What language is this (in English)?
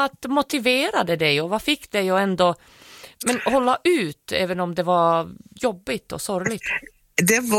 Swedish